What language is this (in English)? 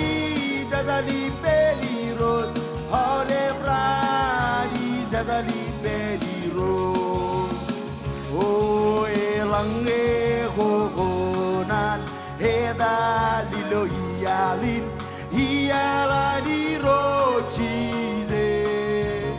Marshallese